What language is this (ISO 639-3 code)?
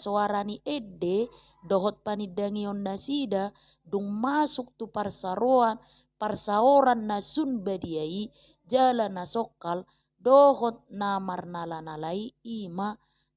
bbc